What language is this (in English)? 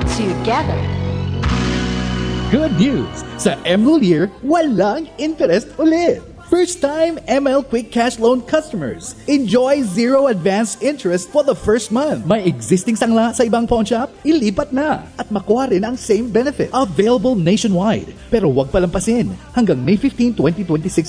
Filipino